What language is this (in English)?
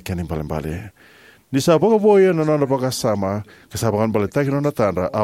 Fijian